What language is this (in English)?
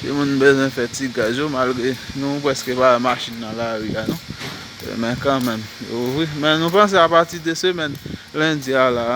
Haitian Creole